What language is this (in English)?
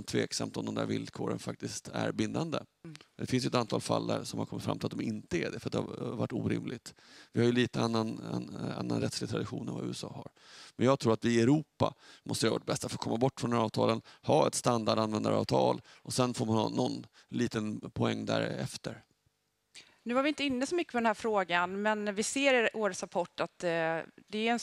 Swedish